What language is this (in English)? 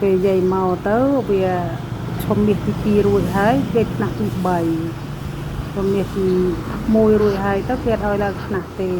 Khmer